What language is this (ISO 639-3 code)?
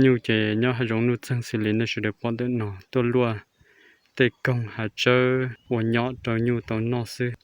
hmn